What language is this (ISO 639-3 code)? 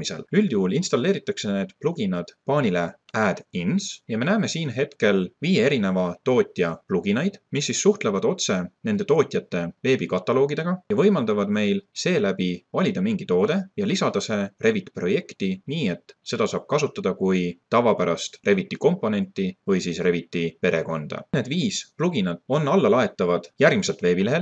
est